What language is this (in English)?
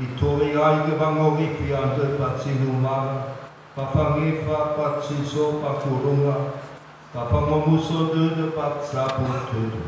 Nias